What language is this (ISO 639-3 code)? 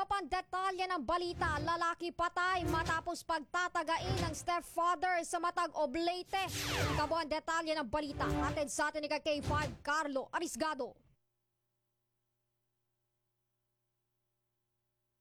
fil